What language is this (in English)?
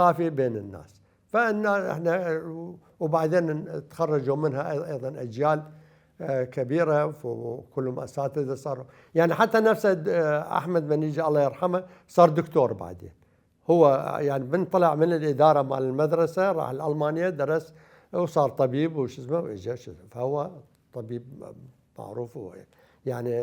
Mesopotamian Arabic